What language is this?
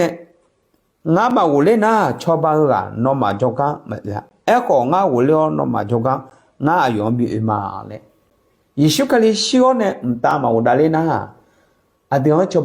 Akha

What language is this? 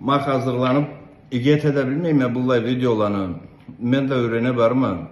Karachay-Balkar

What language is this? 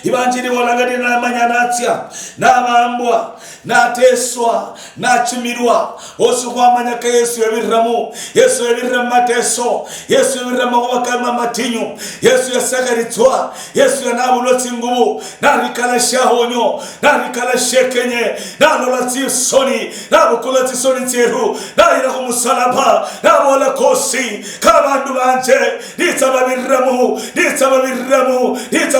Luyia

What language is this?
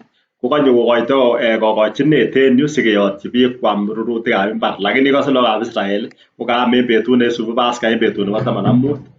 Kalenjin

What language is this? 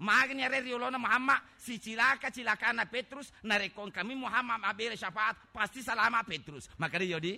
Buginese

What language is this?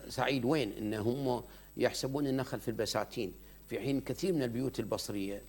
Mesopotamian Arabic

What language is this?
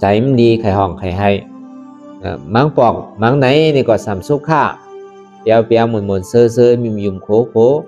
Shan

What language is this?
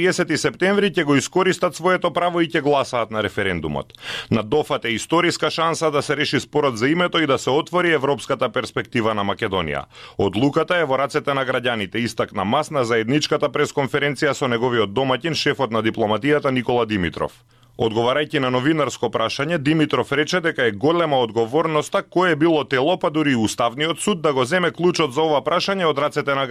Macedonian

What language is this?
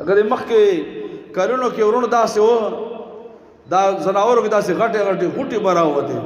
Pashto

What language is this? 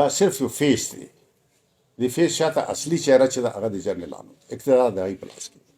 Pashto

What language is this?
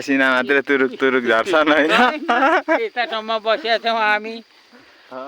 Nepali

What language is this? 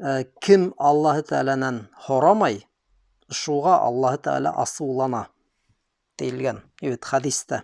Bashkir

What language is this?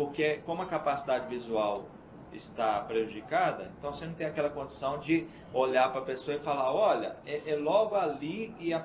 Portuguese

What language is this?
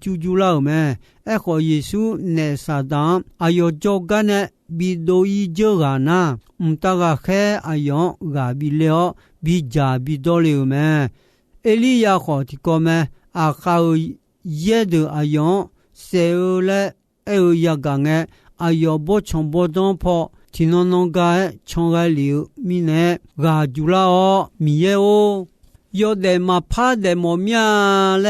Akha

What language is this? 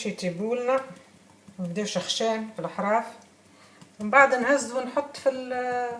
Tunisian Arabic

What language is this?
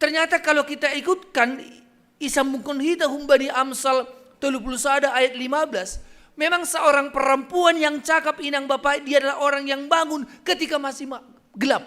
Batak Simalungun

